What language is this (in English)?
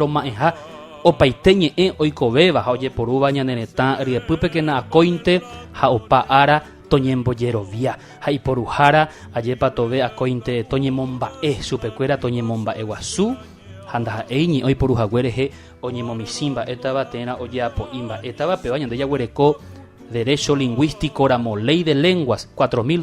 Guarani